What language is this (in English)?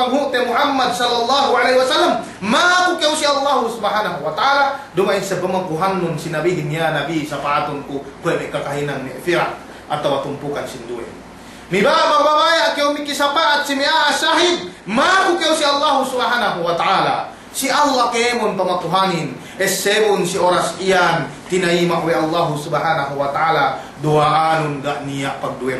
Yakan